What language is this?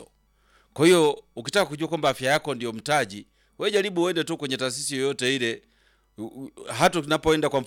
Swahili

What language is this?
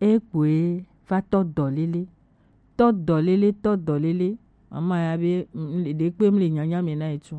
Gen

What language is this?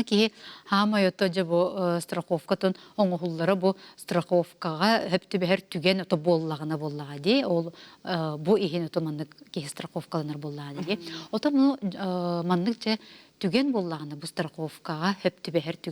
Yakut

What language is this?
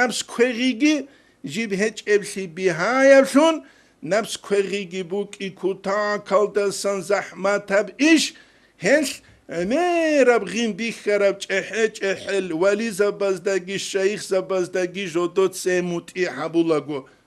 Avaric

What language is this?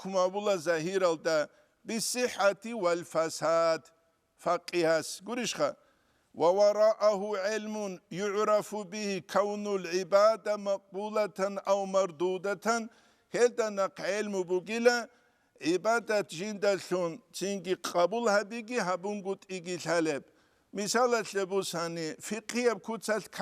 Avaric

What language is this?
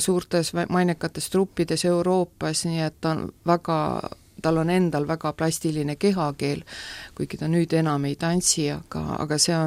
Estonian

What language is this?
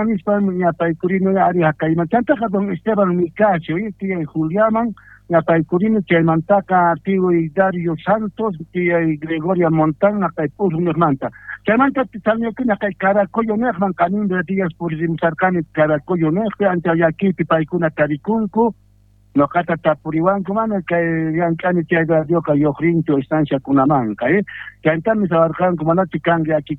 South Bolivian Quechua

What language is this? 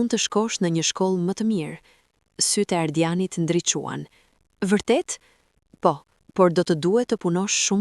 Albanian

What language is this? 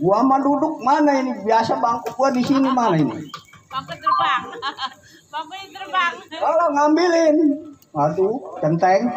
Betawi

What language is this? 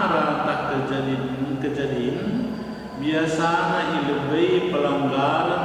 Batak Karo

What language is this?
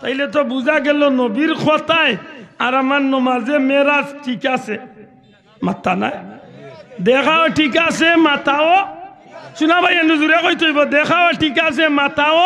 Sylheti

